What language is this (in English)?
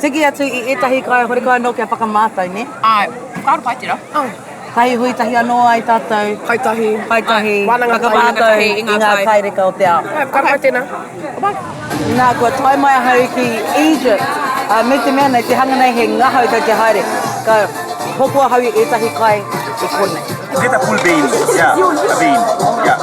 Māori